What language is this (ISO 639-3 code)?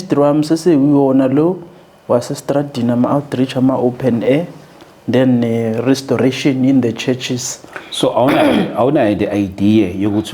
zul